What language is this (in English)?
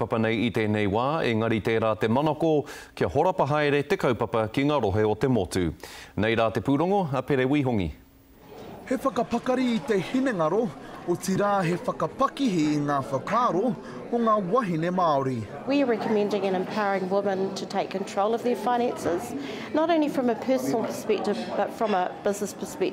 Māori